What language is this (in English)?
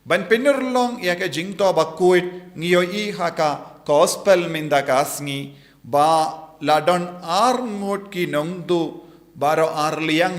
Khasi